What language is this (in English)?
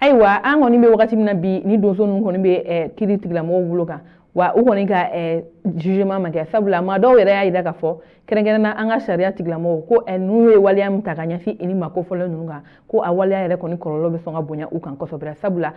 Bambara